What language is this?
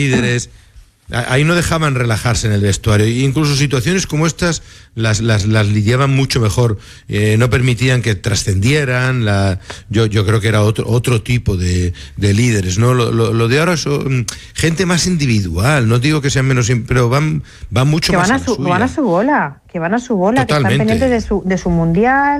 Spanish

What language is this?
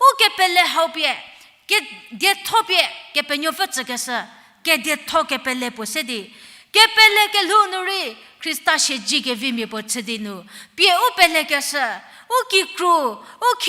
Angami Naga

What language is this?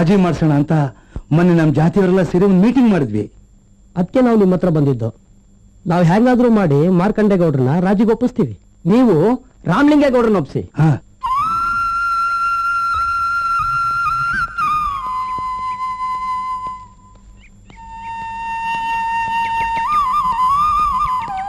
Kannada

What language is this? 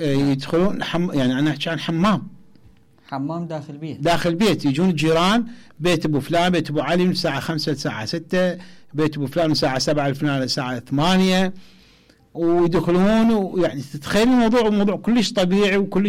Mesopotamian Arabic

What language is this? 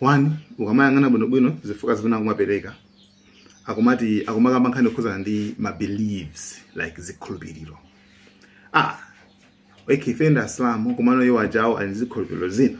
Nyanja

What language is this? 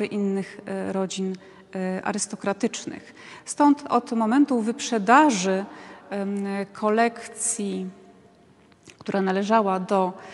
Polish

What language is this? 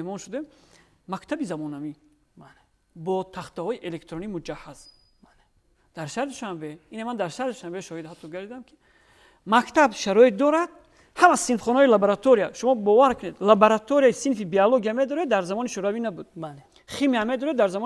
Tajik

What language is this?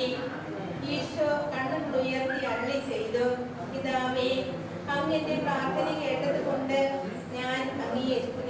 Malayalam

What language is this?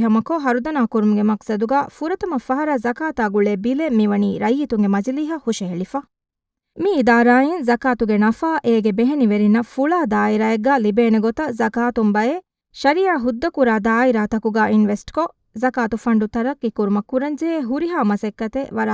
Divehi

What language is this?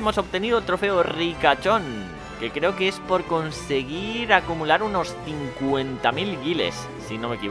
Spanish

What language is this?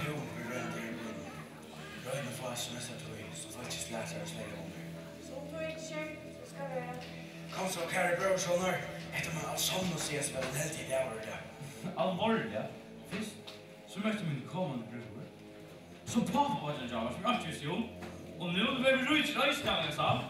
Faroese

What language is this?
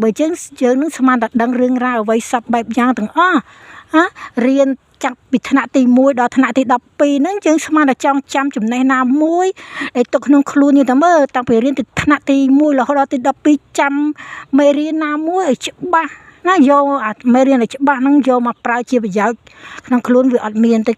Khmer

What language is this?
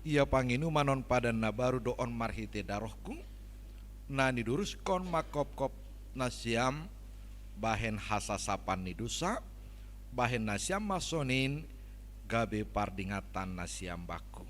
Batak Simalungun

